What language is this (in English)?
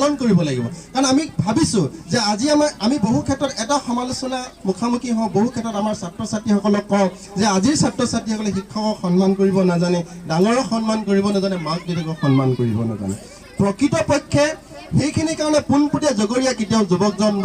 Assamese